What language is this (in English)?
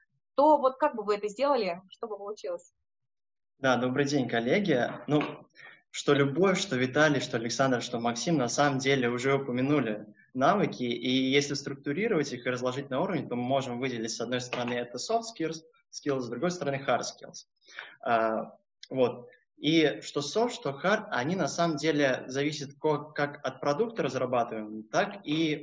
Russian